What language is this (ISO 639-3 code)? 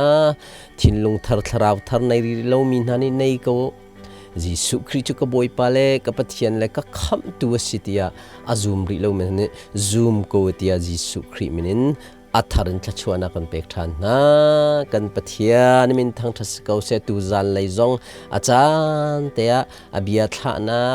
cnh